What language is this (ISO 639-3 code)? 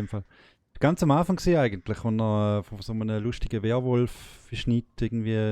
gsw